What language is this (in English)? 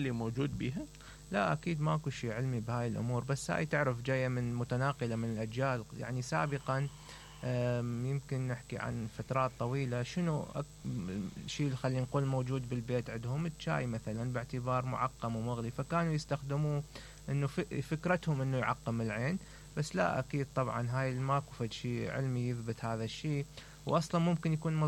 Mesopotamian Arabic